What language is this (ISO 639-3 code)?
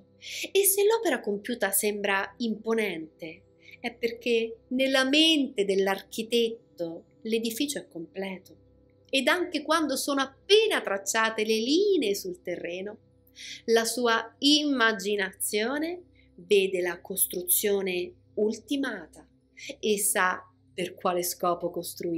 ita